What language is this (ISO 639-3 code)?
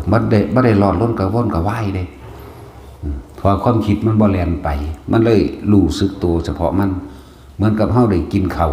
tts